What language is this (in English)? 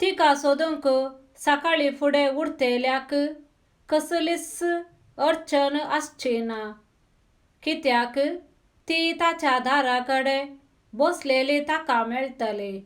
Konkani